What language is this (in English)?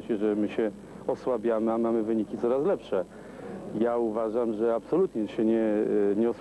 Polish